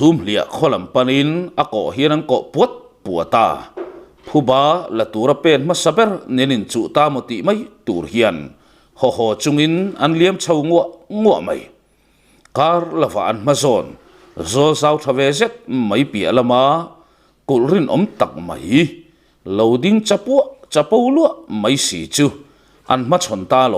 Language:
Mizo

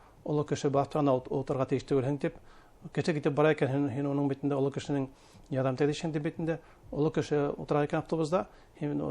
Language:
Bashkir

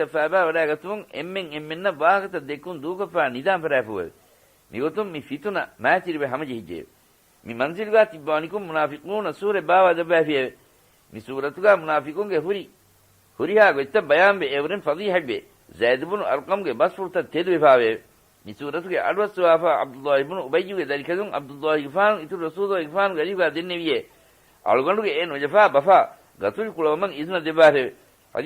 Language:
Divehi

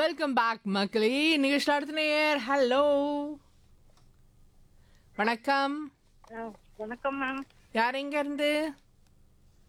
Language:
Tamil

